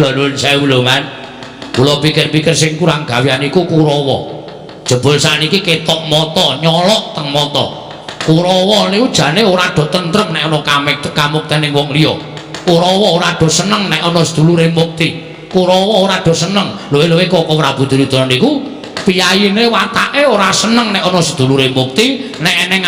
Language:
Javanese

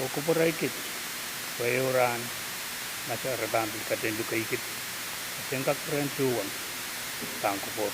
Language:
Pohnpeian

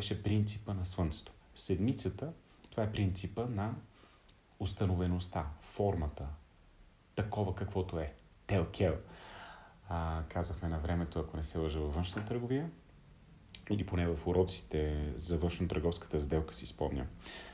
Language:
Bulgarian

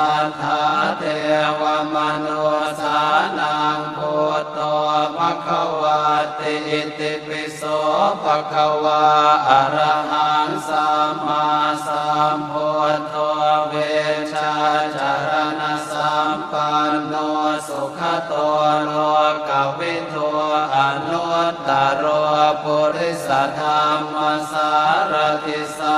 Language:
Pali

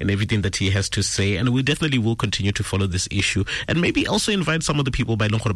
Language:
Tswana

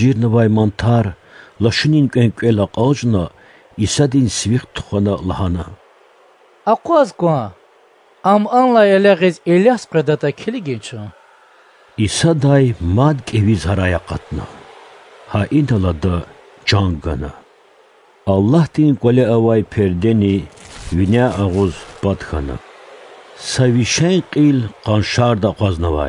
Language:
Lezghian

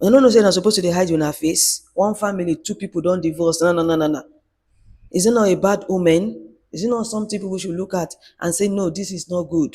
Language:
Nigerian Pidgin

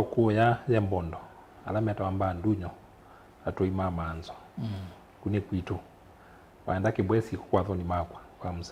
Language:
Kamba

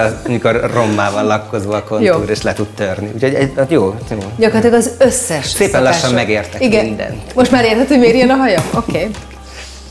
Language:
Hungarian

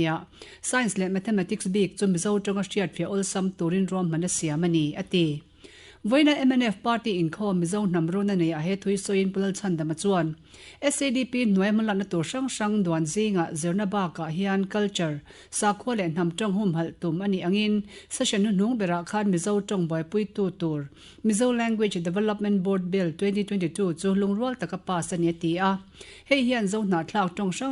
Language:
Mizo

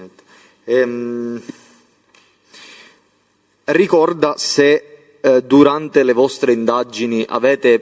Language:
Italian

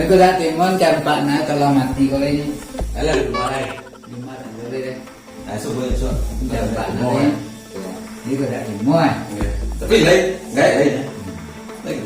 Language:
Minangkabau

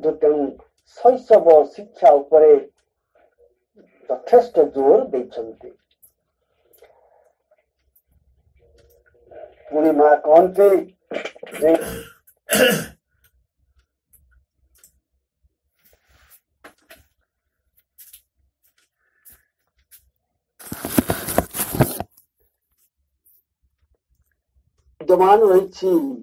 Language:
Odia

